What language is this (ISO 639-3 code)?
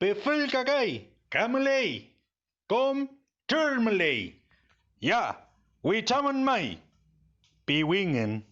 arn